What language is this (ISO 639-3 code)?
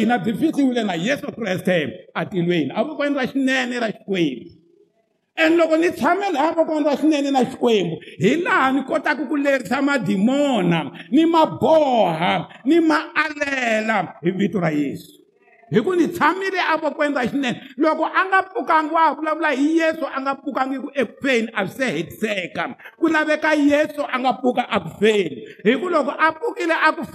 tso